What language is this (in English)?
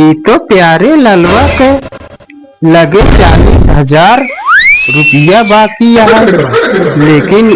Awadhi